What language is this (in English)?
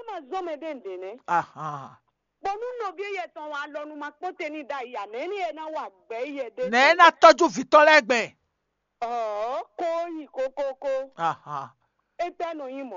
Fon